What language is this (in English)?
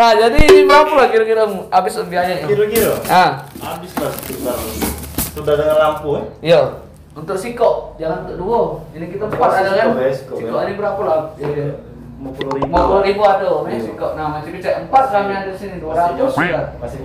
Musi